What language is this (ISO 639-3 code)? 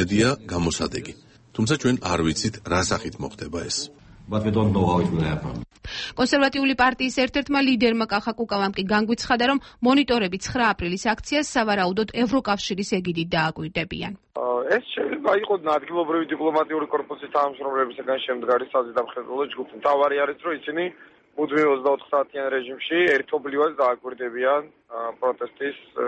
kat